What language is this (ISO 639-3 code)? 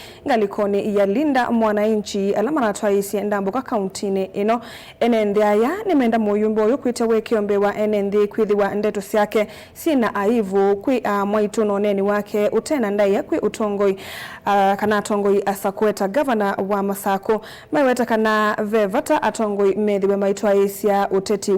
kam